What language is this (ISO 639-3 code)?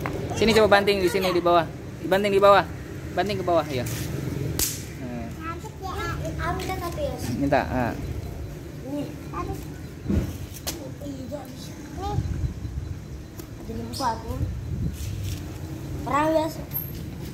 ind